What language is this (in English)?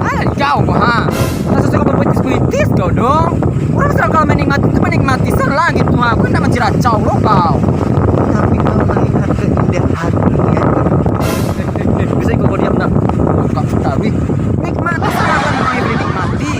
Minangkabau